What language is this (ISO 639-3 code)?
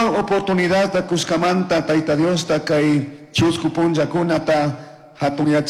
qug